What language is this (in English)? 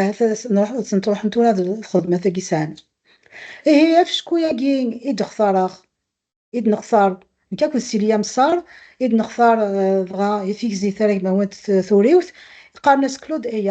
Kabyle